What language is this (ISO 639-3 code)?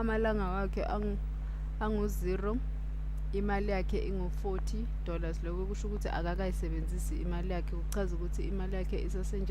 zul